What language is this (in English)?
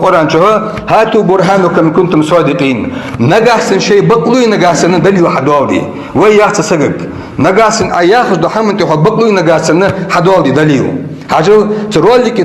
Ingush